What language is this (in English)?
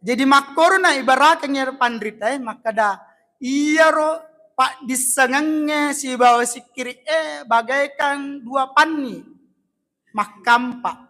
Buginese